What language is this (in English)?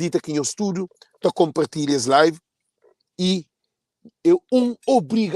Kabuverdianu